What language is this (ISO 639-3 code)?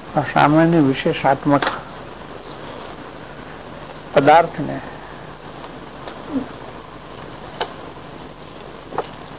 guj